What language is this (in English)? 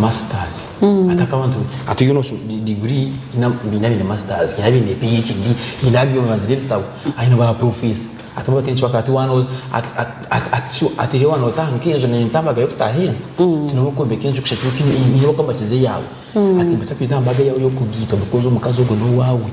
Nyankole